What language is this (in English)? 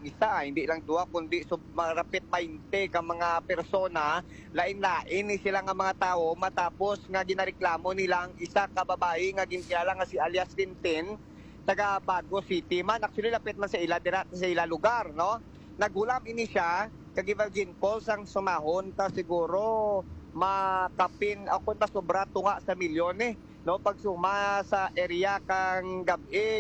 Hiligaynon